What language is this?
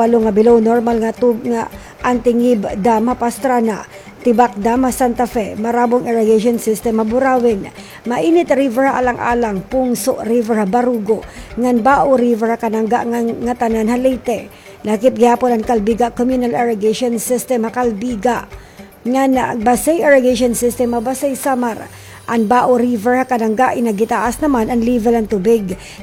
Waray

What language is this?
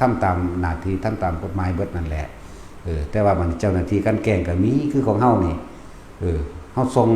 Northeastern Thai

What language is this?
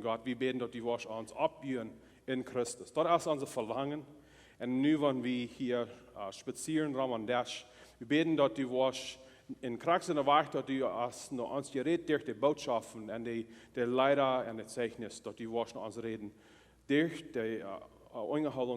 Plautdietsch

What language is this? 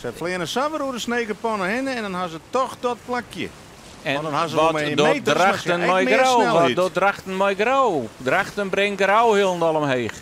Western Frisian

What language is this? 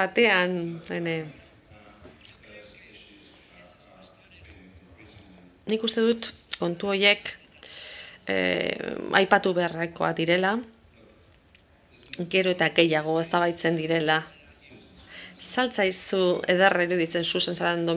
Basque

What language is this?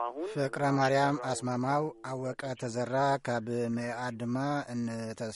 Tigrinya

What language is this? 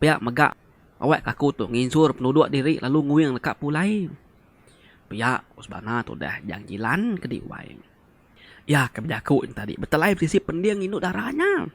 Iban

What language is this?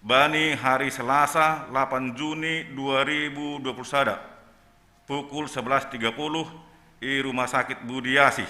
Batak Simalungun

